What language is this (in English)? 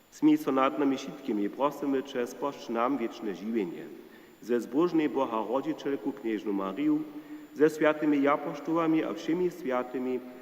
Upper Sorbian